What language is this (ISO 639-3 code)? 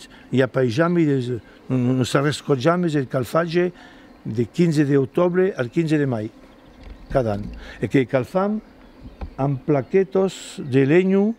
oci